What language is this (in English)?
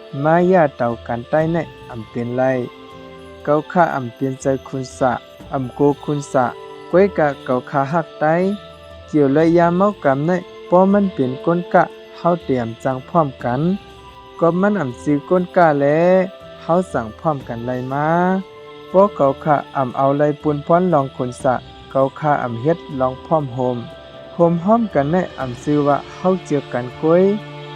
Shan